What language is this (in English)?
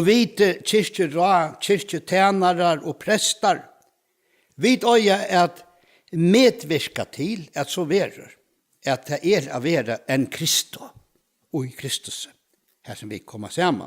Faroese